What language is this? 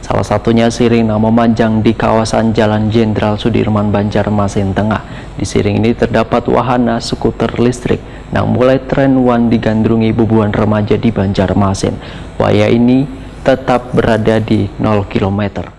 Banjar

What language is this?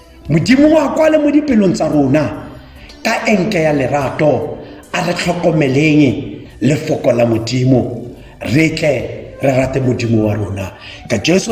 Tswana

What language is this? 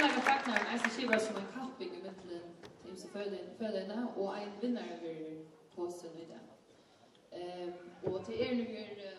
Faroese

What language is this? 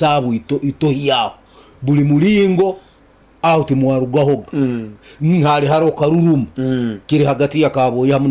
Nyankole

